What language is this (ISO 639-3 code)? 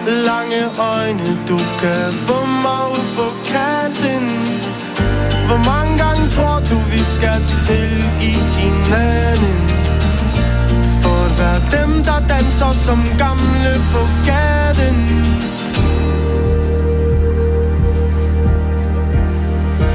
dan